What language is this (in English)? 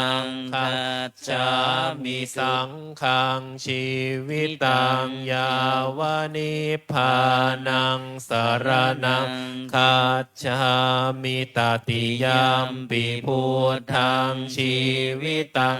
Pali